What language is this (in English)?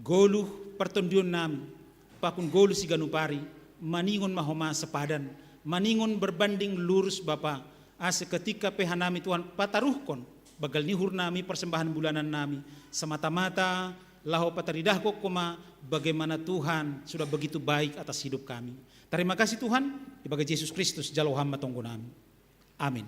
Batak Simalungun